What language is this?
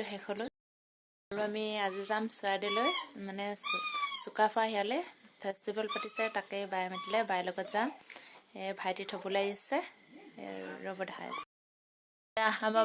Assamese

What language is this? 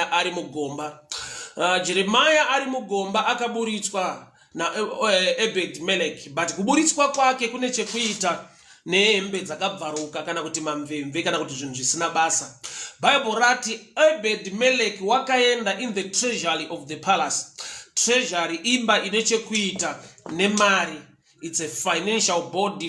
Shona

